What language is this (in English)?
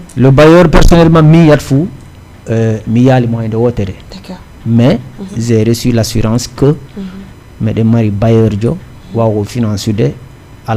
Fula